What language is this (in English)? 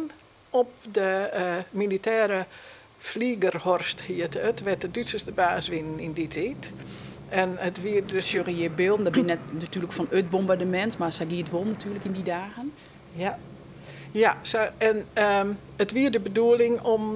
Western Frisian